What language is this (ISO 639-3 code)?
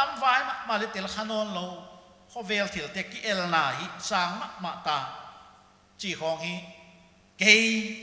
pck